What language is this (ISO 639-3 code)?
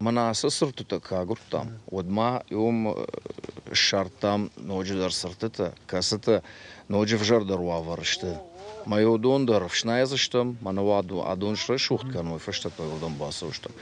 oss